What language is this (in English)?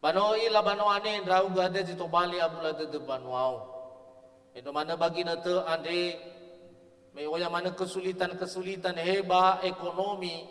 Nias